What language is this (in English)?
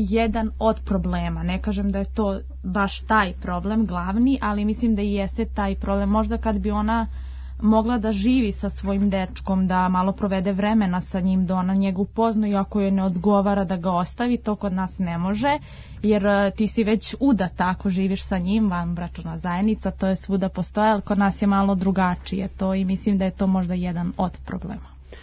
Serbian